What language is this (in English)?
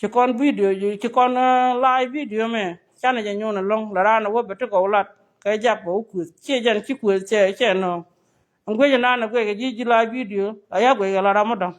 Nuer